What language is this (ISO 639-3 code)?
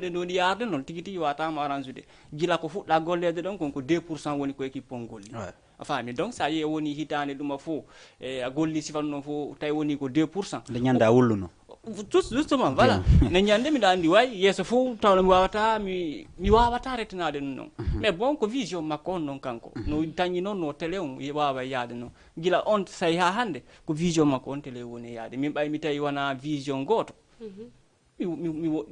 ful